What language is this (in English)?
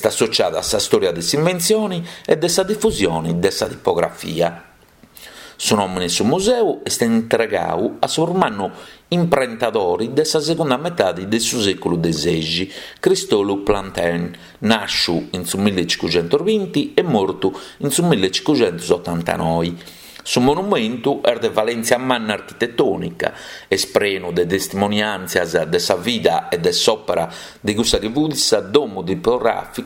Sardinian